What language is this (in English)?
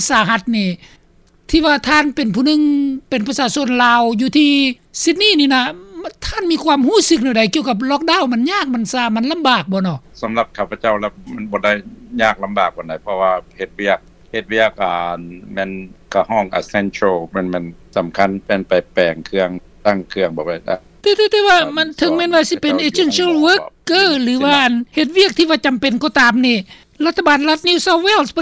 Lao